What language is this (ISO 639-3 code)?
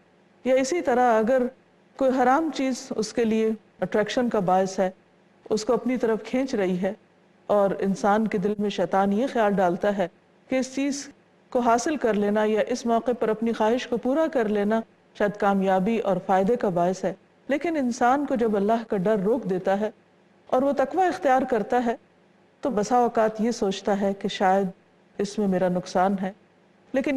urd